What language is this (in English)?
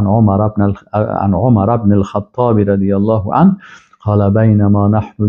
Persian